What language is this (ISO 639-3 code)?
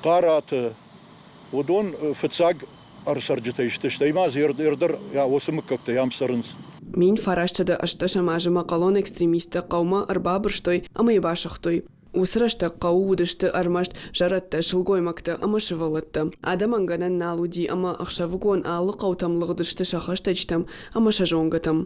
oss